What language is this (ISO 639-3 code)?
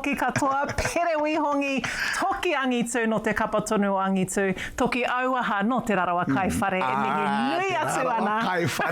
mri